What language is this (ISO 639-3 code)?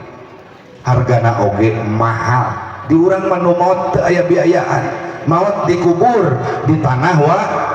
sun